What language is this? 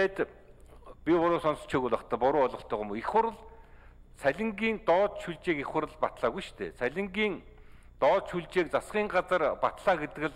Mongolian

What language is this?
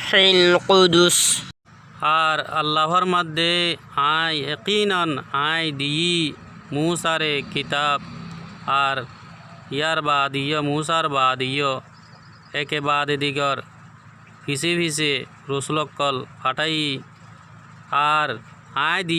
Rohingya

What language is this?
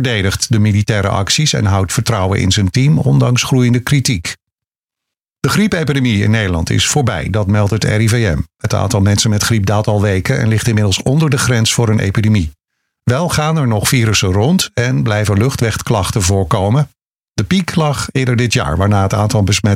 Dutch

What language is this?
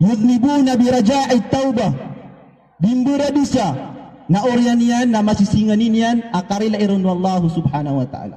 Maranao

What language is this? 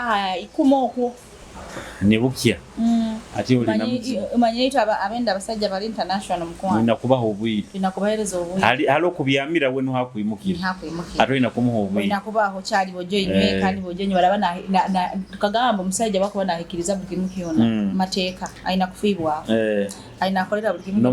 Nyoro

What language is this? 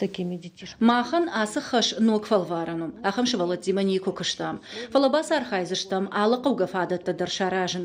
Ossetic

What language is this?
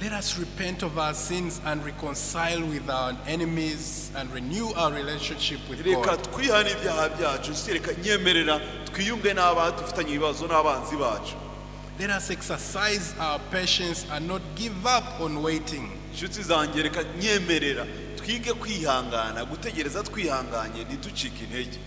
Kinyarwanda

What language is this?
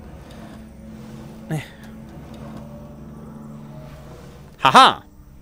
German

